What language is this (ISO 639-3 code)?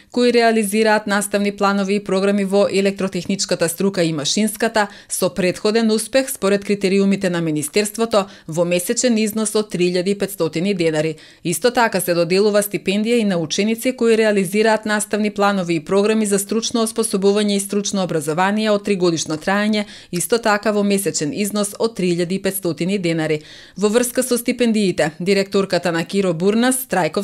mkd